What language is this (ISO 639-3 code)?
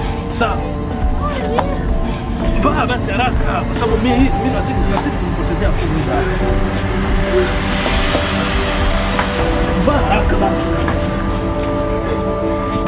swa